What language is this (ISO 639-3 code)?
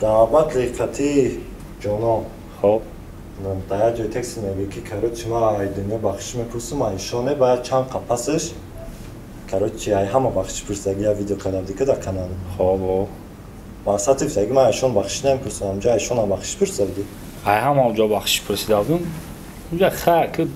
tgk